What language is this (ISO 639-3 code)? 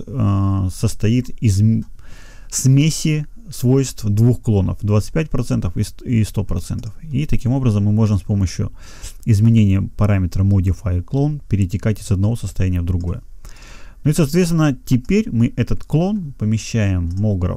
rus